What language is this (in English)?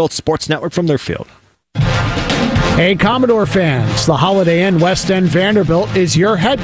English